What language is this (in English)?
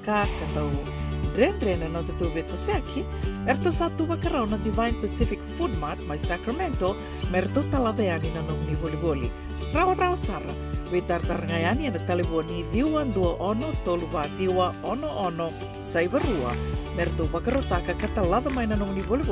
Fijian